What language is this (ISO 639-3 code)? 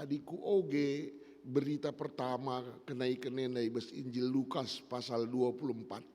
btx